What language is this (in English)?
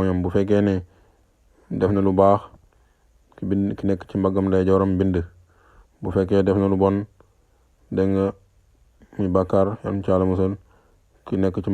Wolof